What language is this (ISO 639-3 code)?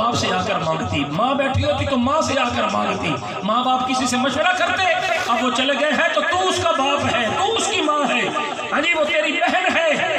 skr